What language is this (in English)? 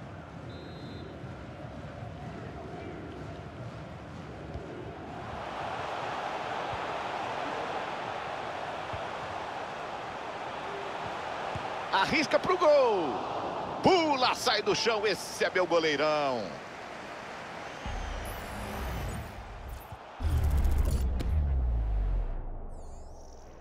Portuguese